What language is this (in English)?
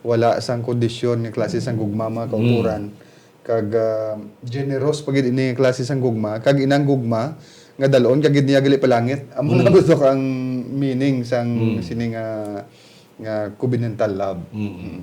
Hiligaynon